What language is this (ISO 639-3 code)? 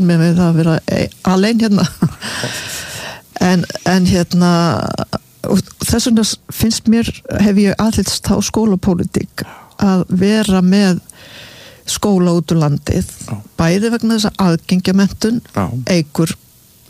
isl